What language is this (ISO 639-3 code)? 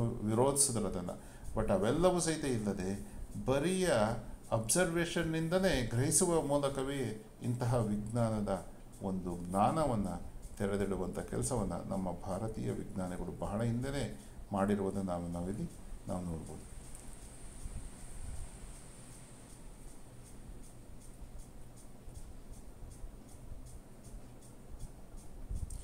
kan